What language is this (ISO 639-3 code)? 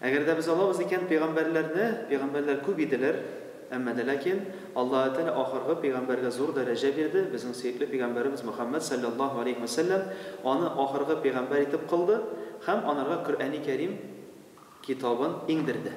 tat